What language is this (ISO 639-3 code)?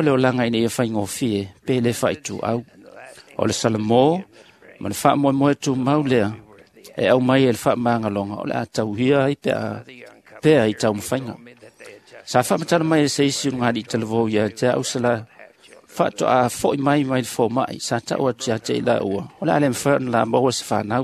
smo